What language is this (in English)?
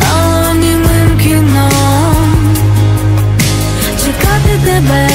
Ukrainian